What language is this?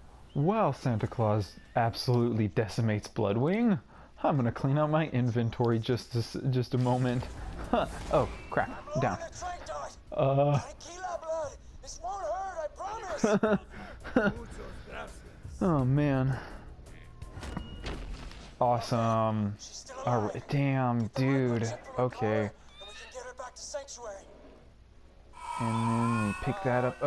English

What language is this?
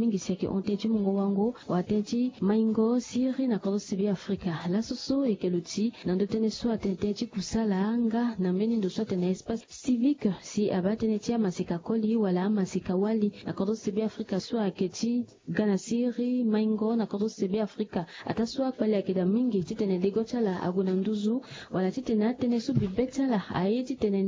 Sango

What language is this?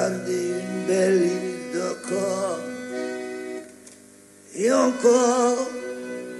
French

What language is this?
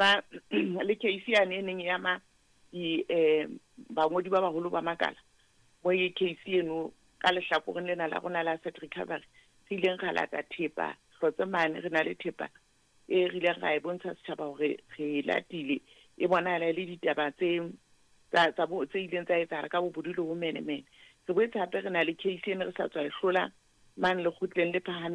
Southern Sotho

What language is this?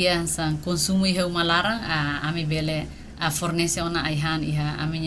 Tetum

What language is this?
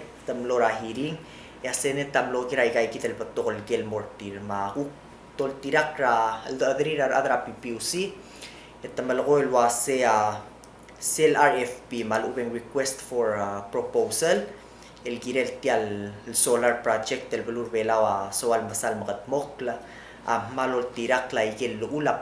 Palauan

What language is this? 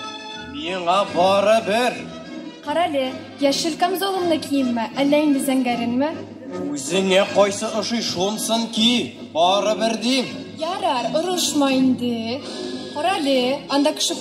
Tatar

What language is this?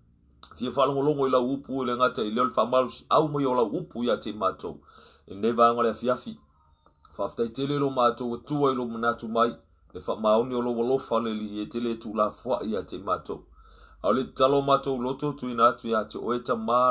Samoan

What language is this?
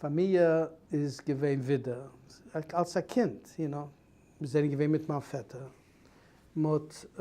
Yiddish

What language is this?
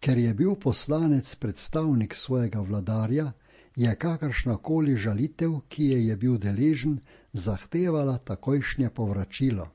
Slovenian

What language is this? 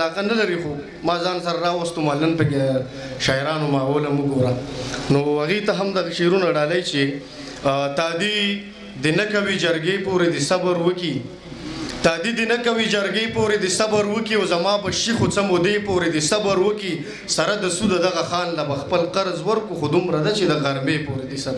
Pashto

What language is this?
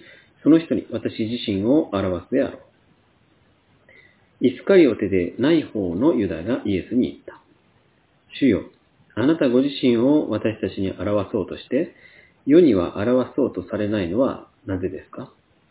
Japanese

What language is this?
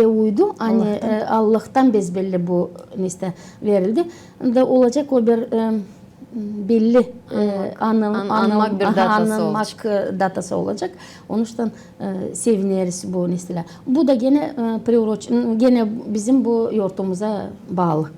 Gagauz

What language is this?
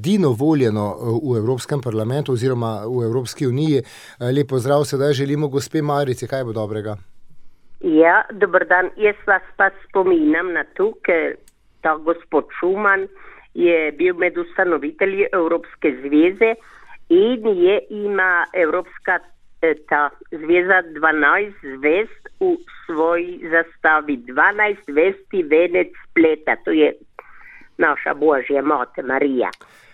Slovenian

